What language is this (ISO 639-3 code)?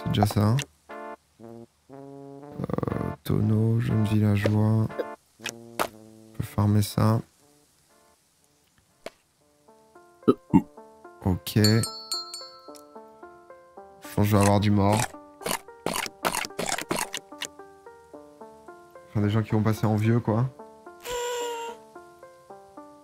fra